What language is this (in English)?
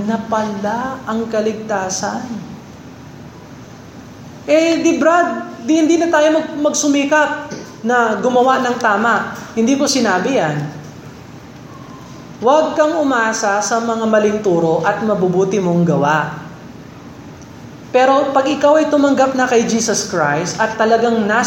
Filipino